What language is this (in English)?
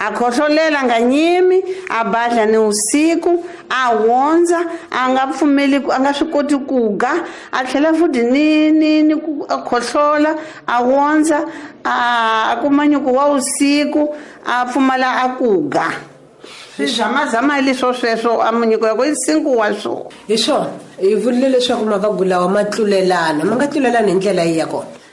Tsonga